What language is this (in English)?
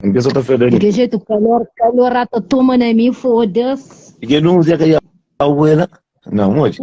Kabuverdianu